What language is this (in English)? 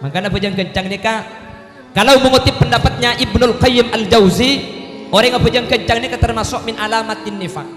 Madurese